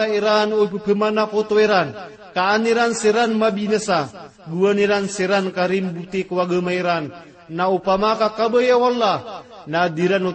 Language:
Maranao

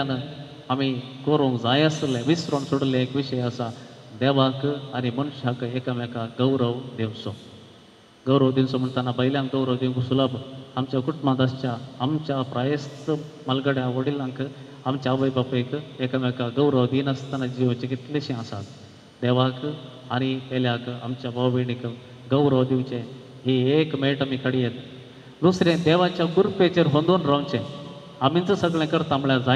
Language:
Konkani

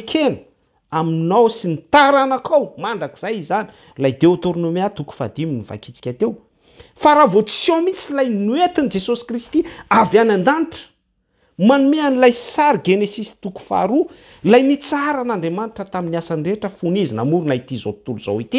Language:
Malagasy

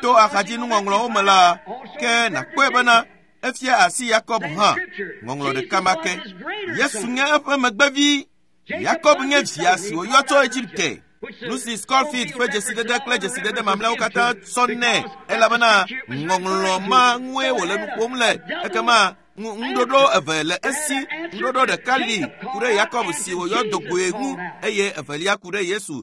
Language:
Ewe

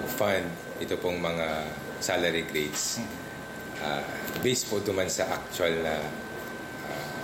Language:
Bikol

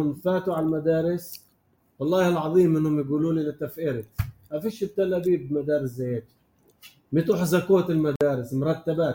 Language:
North Levantine Arabic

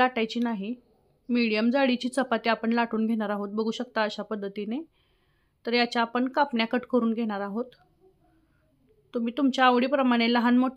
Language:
Marathi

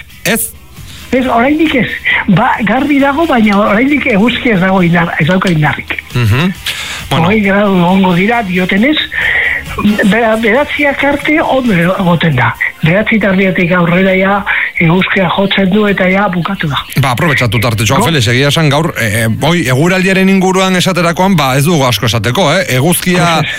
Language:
Basque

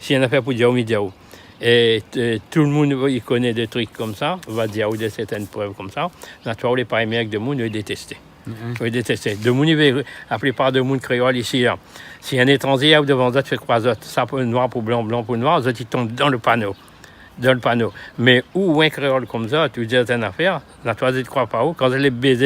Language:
Réunion Creole French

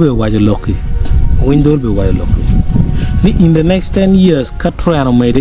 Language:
Acoli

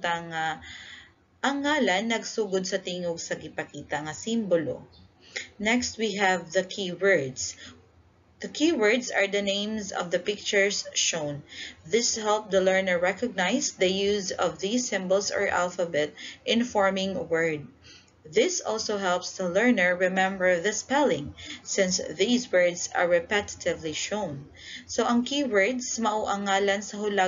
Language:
Cebuano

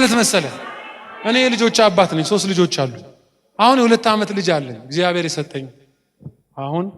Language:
Amharic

